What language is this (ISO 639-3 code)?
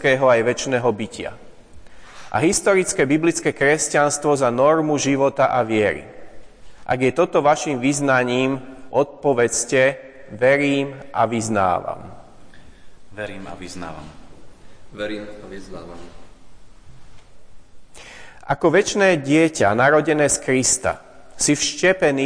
slk